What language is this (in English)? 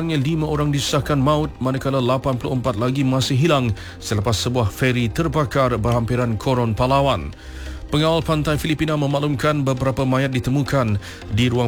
Malay